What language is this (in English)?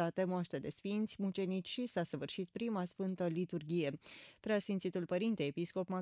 Romanian